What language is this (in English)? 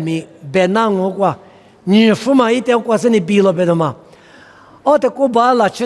Lisu